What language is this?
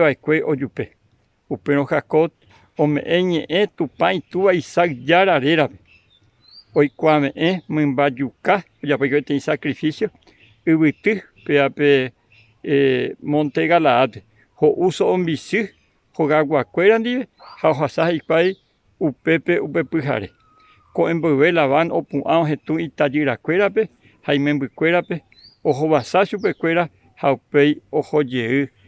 Guarani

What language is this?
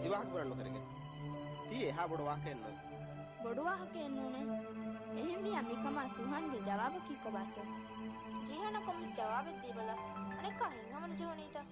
Divehi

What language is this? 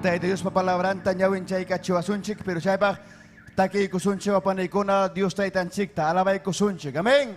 Ayacucho Quechua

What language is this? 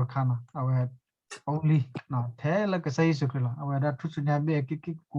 S'gaw Karen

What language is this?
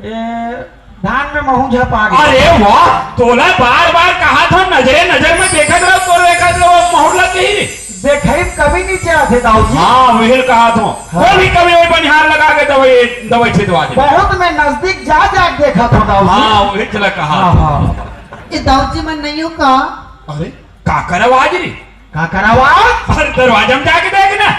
Chhattisgarhi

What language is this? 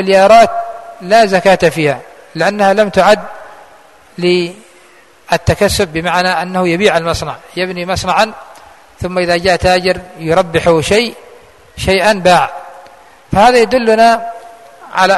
Arabic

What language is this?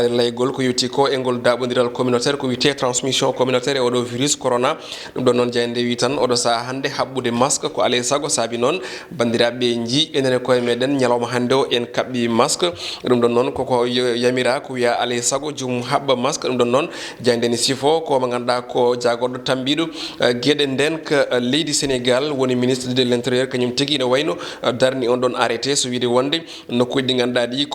Fula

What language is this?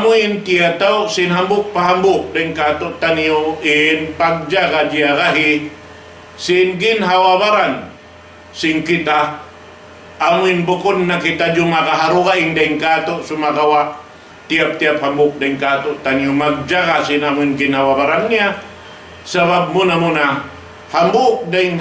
Tausug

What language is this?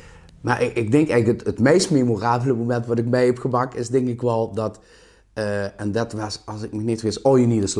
Limburgish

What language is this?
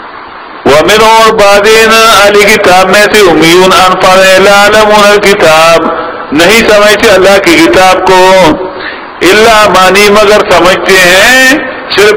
Urdu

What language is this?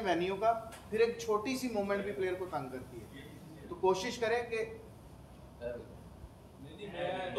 Hindi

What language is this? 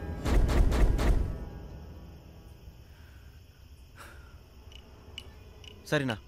Tamil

